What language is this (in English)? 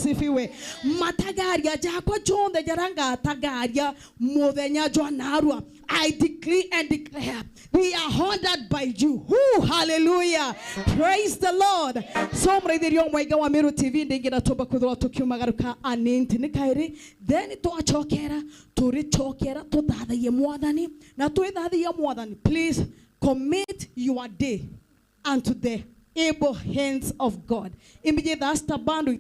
Meru